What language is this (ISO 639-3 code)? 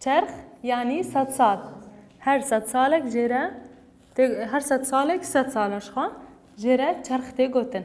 kur